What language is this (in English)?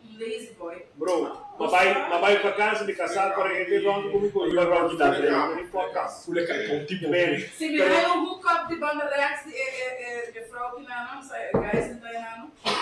Papiamento